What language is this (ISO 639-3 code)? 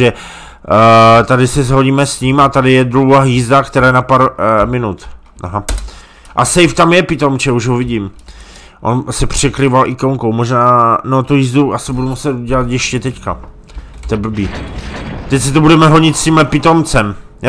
ces